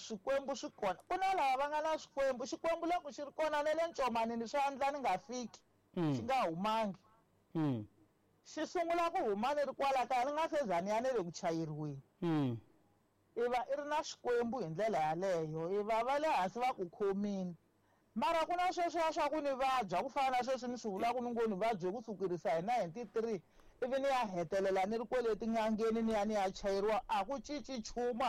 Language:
Tsonga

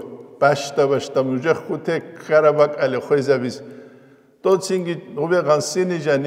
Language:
Avaric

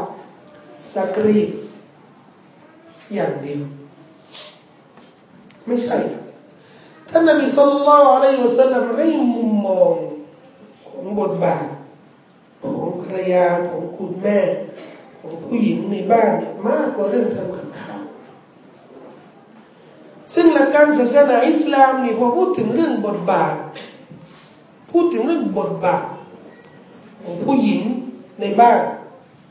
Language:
Thai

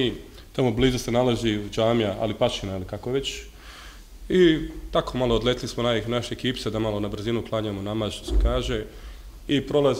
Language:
Bosnian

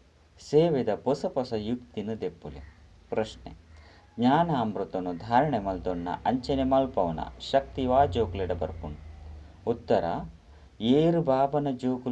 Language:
Tulu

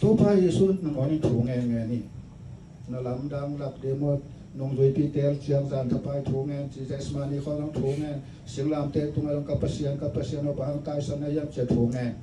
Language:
Tedim Chin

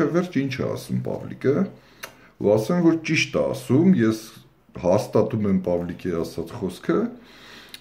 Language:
Armenian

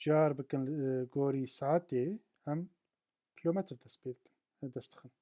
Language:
Kurdish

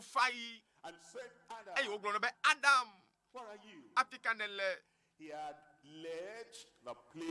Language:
Ewe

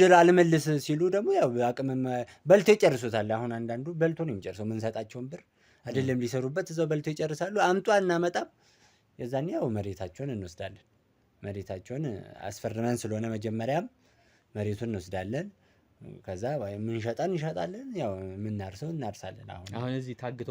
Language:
Amharic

